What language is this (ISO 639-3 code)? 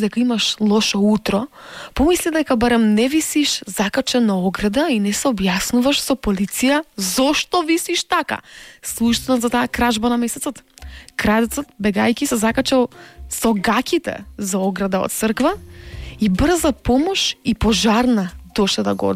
mkd